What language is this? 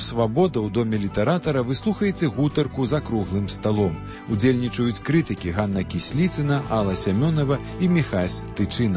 Belarusian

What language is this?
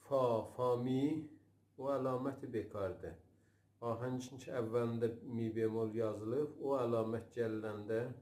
South Azerbaijani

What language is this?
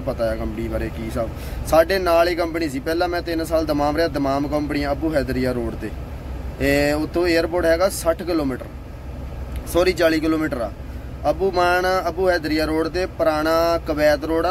Punjabi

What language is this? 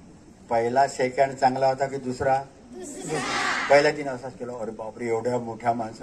Marathi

